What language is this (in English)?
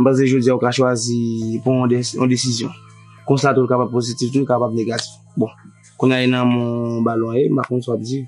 Haitian Creole